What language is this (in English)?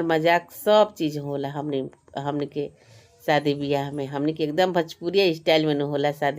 Bhojpuri